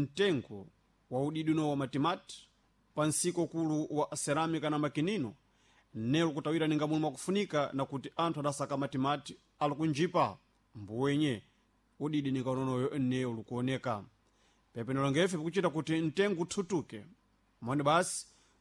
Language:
Sena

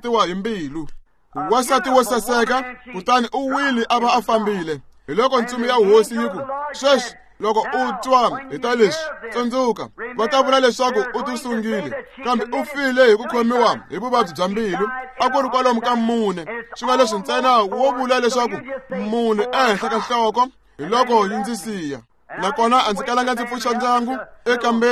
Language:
Tsonga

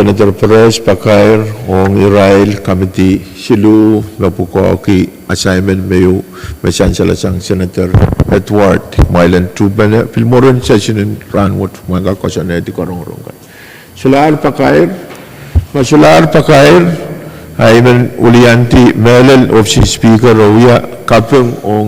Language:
Pohnpeian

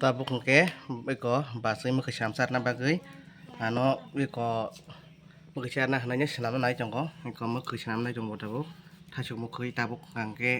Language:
Kok Borok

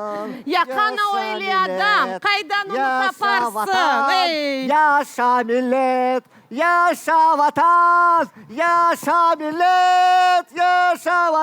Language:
Crimean Tatar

